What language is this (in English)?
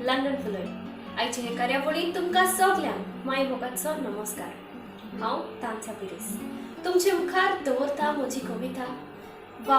Konkani